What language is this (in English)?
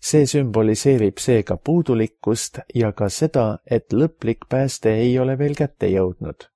Estonian